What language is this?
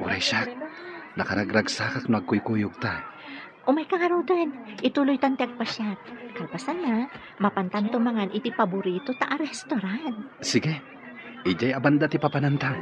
Iloko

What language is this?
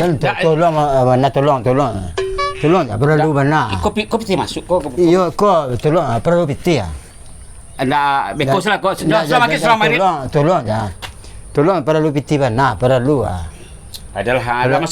Minangkabau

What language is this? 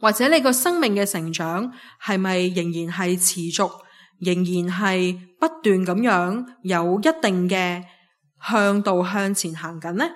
Cantonese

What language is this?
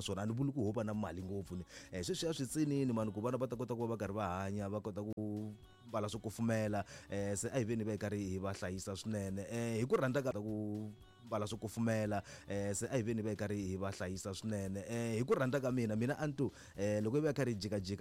Tsonga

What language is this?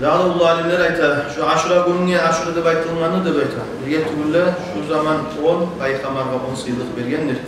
Kumyk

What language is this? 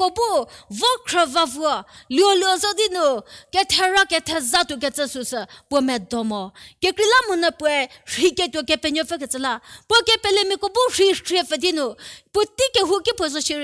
Angami Naga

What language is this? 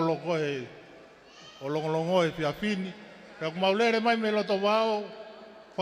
Tongan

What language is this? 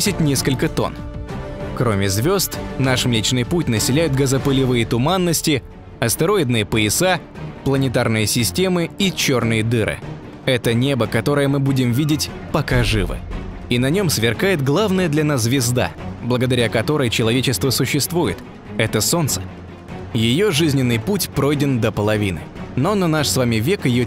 Russian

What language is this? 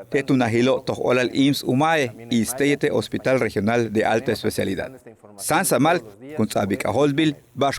Yucateco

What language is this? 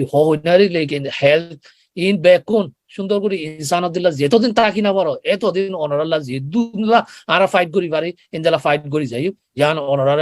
Rohingya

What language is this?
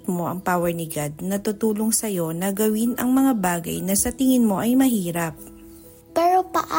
Filipino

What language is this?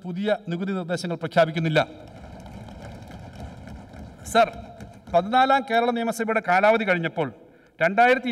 Malayalam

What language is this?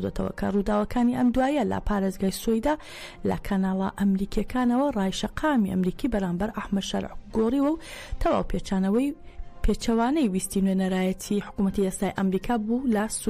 Central Kurdish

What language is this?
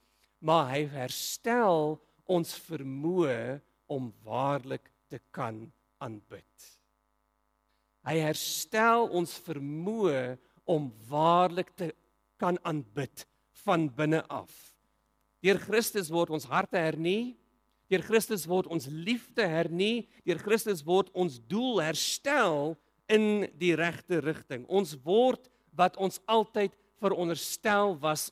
Afrikaans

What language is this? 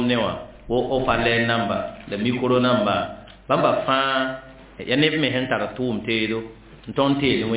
Mossi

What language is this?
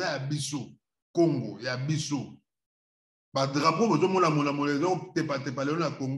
Lingala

